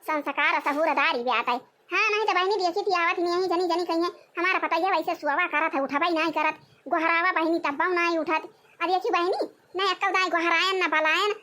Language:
Awadhi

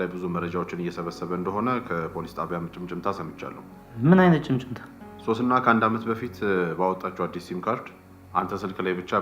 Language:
Amharic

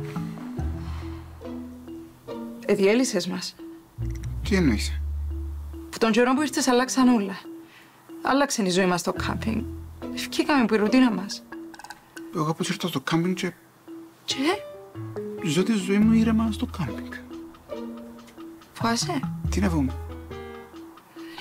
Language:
Greek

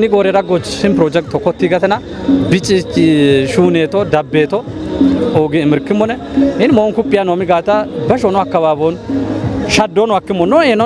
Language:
Kafa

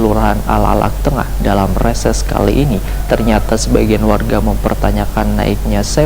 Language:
Banjar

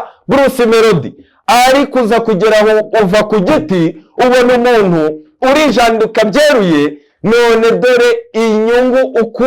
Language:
Kinyarwanda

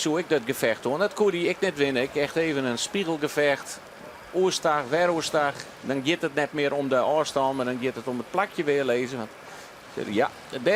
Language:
Western Frisian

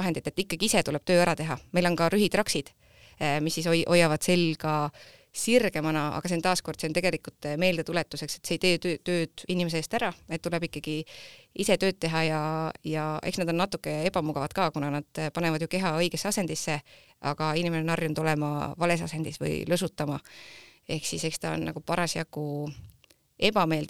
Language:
Estonian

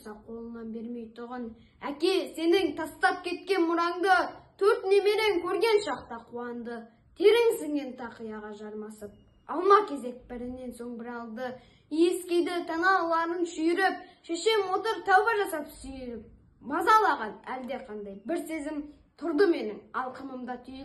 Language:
Kazakh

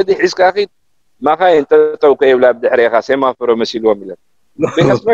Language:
Tigrinya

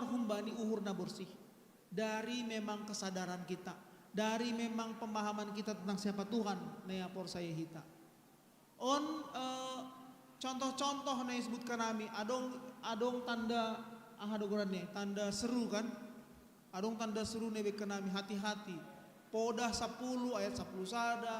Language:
Batak Simalungun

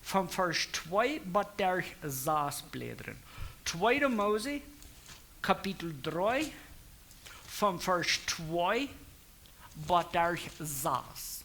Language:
Plautdietsch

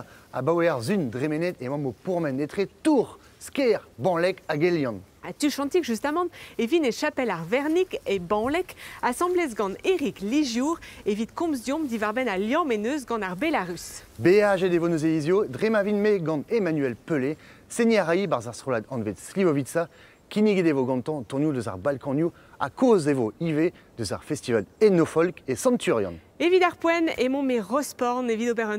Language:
Breton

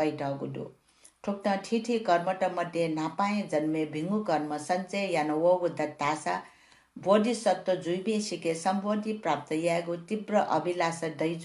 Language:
Newari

